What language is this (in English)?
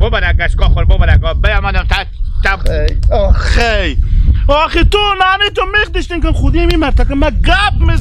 Hazaragi